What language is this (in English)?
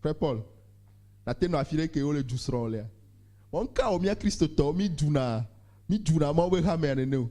Ewe